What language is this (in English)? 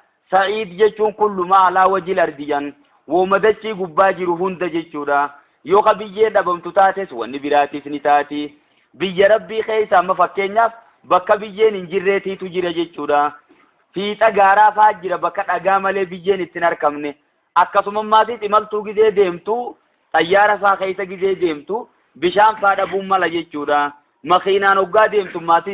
Oromo